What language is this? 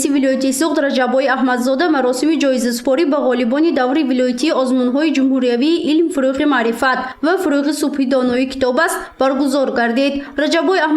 Tajik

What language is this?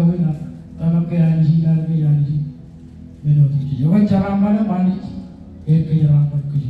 Marshallese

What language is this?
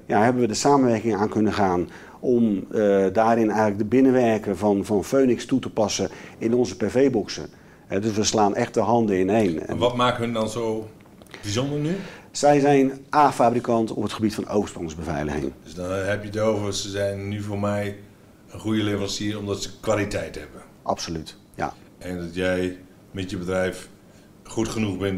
Dutch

